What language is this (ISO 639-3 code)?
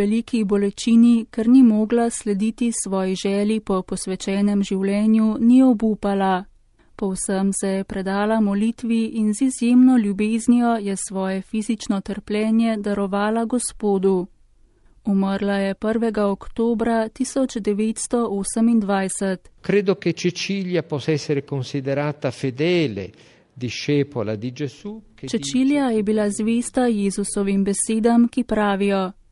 slv